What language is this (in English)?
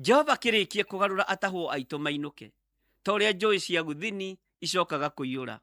Kikuyu